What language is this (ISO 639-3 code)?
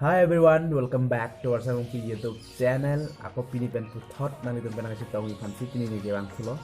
mjw